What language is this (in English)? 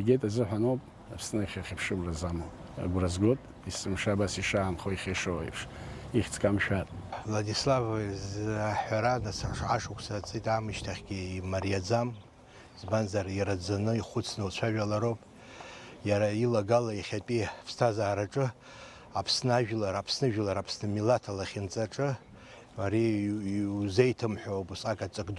Abkhazian